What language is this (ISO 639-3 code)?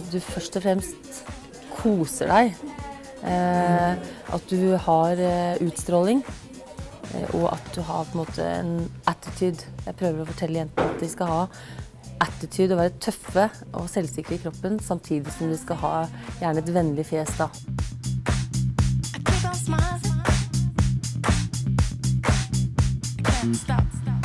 nor